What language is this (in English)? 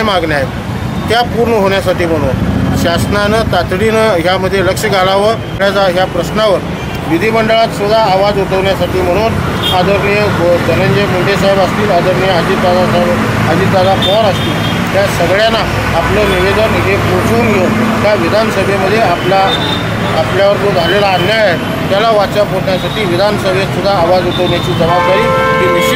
Marathi